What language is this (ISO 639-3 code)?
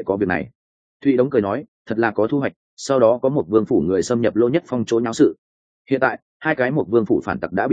vie